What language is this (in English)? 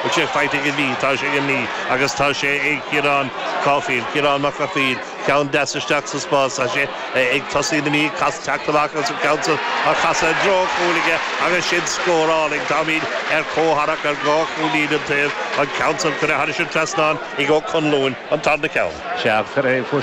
Irish